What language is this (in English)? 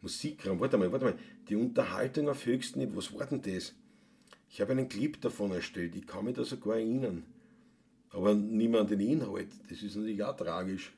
Bavarian